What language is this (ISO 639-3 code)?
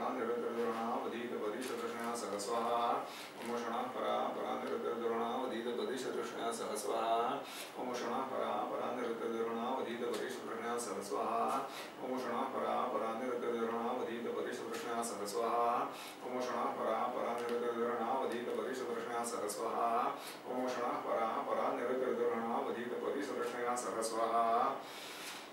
san